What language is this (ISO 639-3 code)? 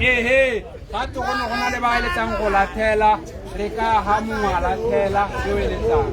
tsn